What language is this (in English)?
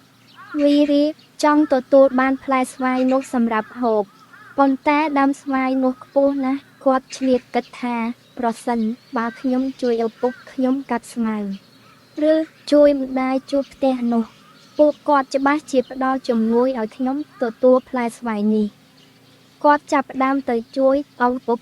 Khmer